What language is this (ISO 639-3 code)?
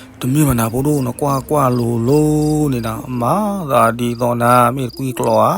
ksw